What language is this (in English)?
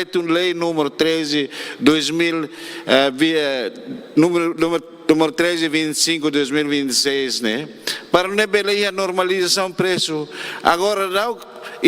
Tetum